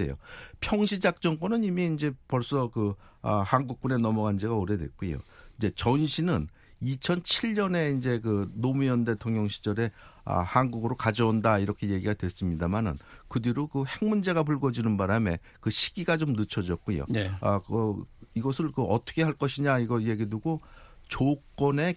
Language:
Korean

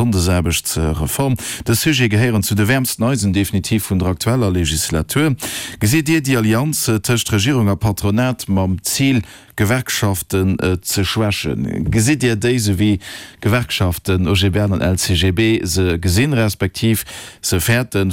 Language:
Luxembourgish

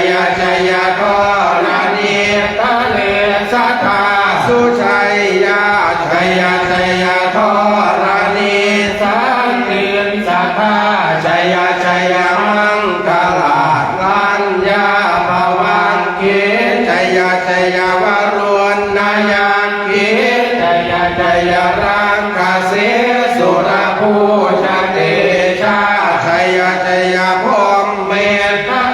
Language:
Pali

